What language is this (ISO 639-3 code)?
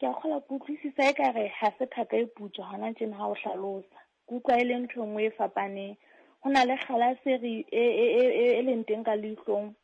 sot